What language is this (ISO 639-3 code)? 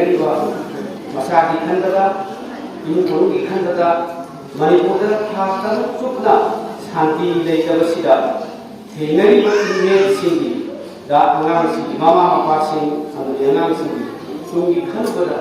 mni